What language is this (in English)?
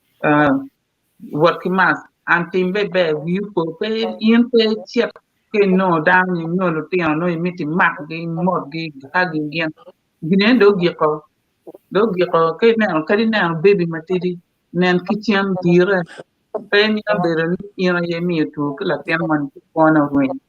Acoli